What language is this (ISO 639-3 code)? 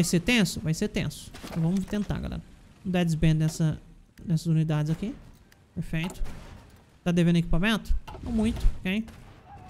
por